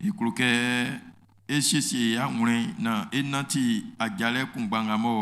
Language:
Baoulé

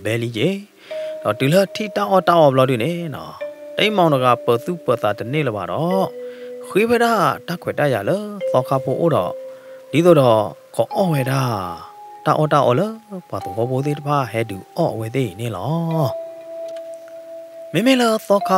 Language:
S'gaw Karen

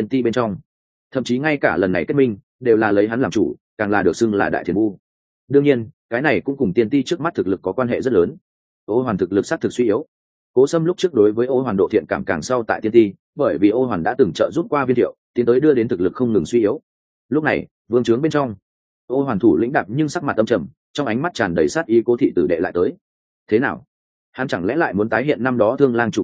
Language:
Vietnamese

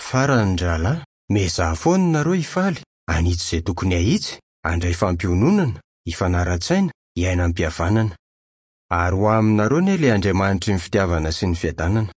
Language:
Malagasy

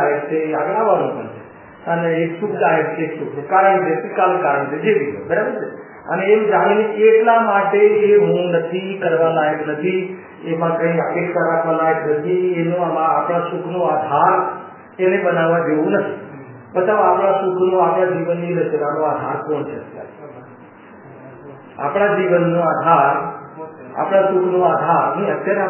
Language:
Gujarati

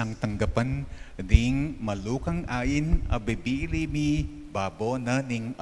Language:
Pampanga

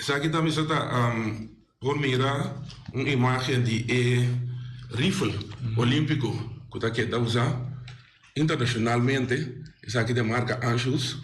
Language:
Papiamento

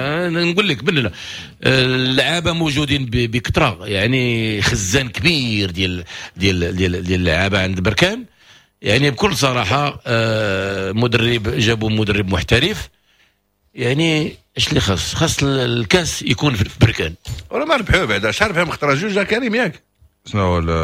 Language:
Moroccan Arabic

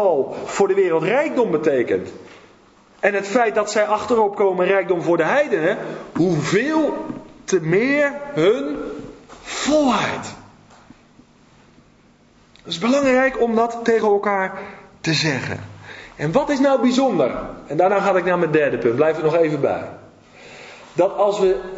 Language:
Dutch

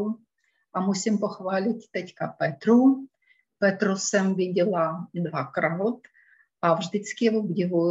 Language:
Czech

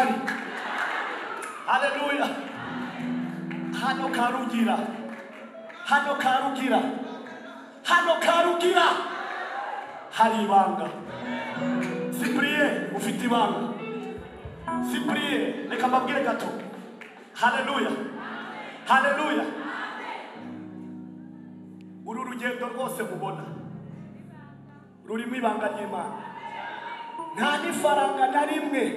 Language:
Kinyarwanda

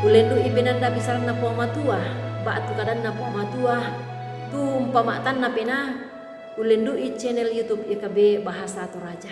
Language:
Toraja-Sa'dan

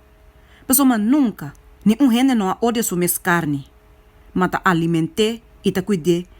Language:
Papiamento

